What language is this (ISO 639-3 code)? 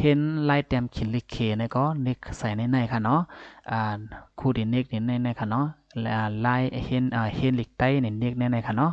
shn